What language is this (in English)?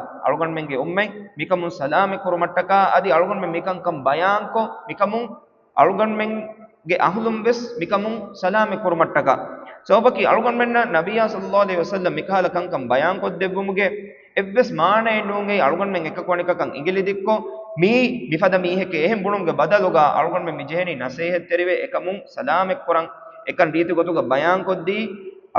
Divehi